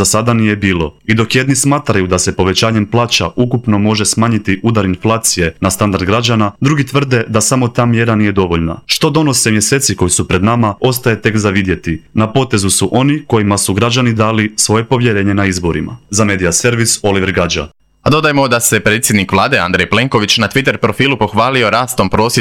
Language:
Croatian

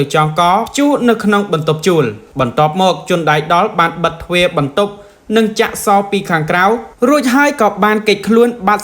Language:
Khmer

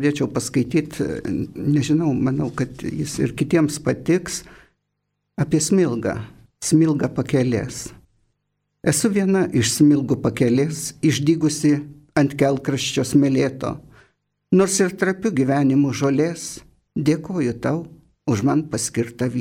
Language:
Lithuanian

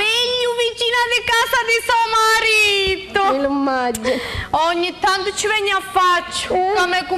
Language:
Sicilian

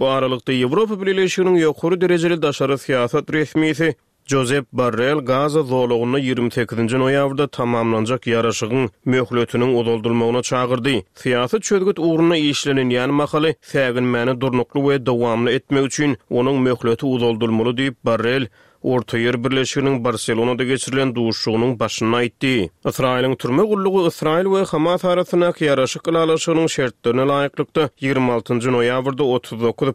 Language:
Turkmen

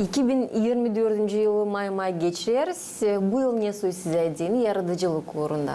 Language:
Gagauz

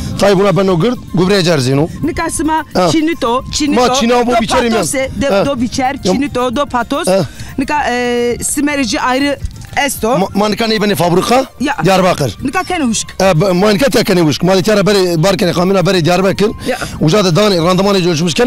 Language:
Zaza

